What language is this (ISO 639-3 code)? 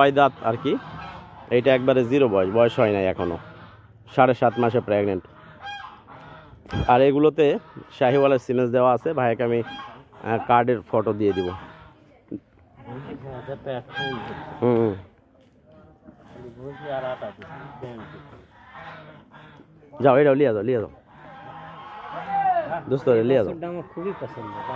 ben